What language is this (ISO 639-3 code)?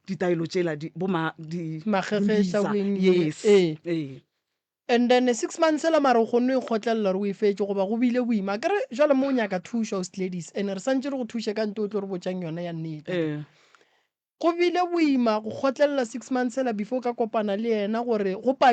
nso